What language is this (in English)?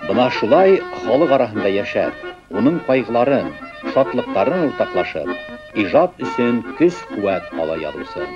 Bashkir